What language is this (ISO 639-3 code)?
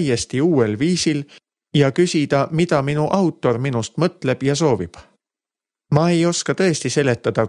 est